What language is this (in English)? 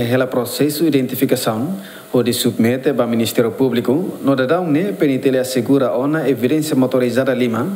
Tetum